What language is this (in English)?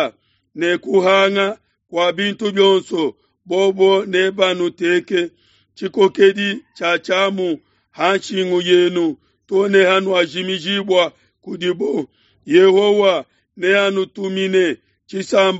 Luba-Lulua